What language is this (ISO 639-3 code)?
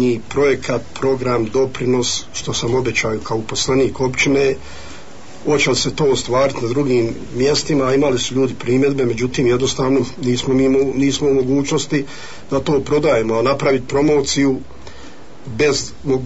bos